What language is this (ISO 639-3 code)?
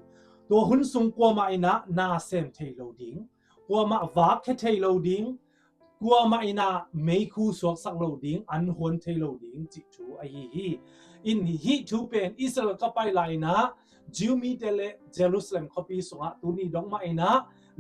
ctd